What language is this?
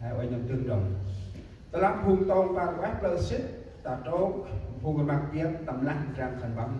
Central Mnong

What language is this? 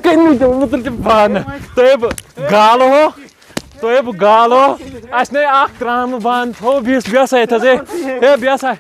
Kashmiri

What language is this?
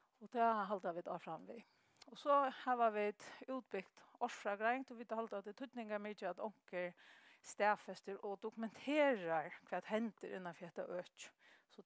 Faroese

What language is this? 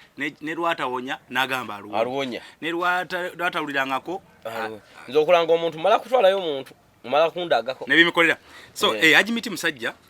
Ganda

